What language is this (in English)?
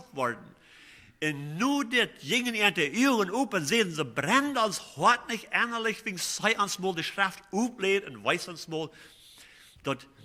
Plautdietsch